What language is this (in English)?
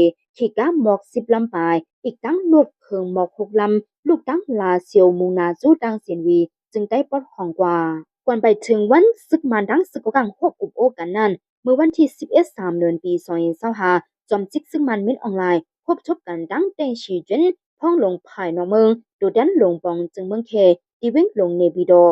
Shan